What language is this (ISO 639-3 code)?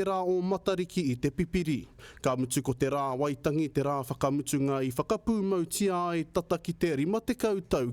mri